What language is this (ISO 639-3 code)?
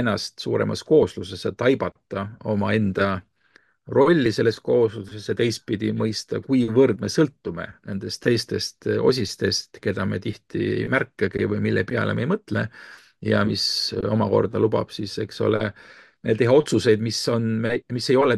est